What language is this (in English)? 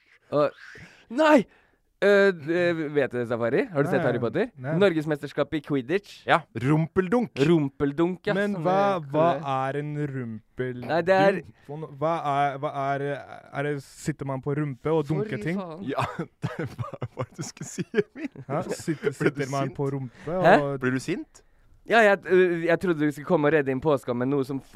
Norwegian